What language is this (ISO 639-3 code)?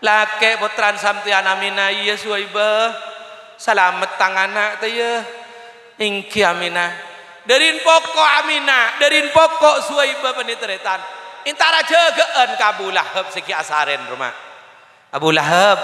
mad